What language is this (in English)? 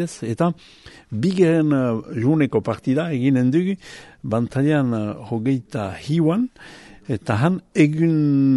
Basque